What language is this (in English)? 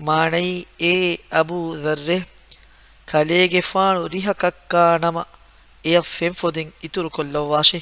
Divehi